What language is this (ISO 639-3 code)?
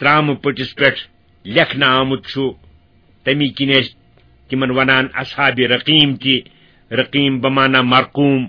kas